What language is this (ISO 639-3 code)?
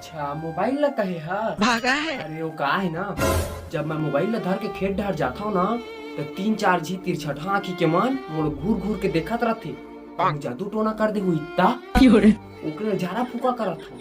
hne